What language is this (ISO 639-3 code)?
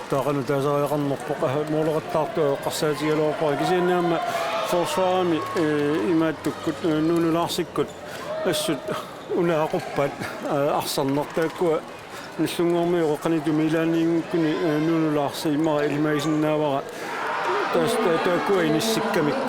kal